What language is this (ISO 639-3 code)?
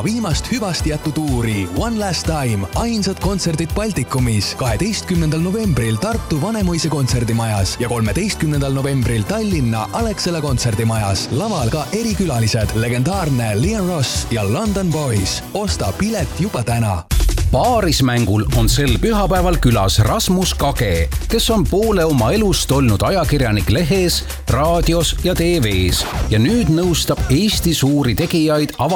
est